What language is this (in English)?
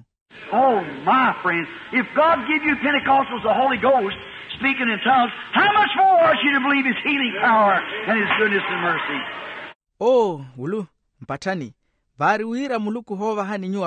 Makhuwa